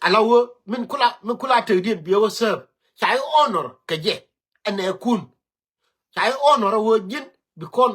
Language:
Nuer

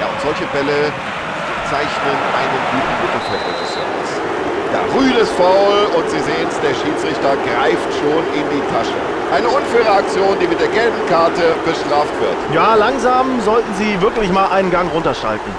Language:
Bavarian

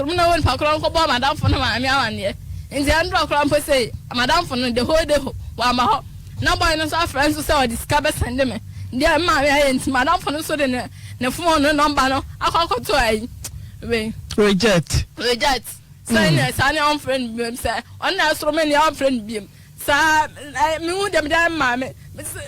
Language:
Akan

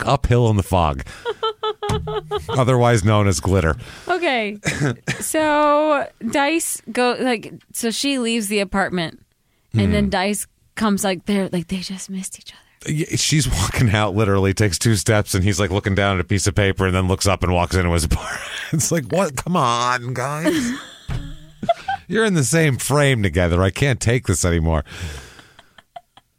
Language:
English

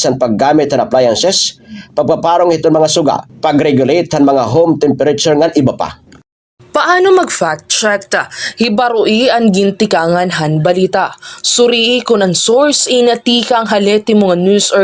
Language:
Waray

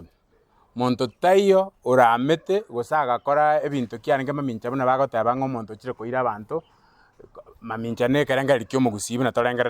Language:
Gusii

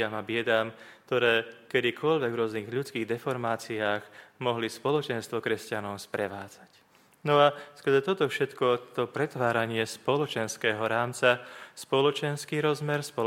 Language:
Slovak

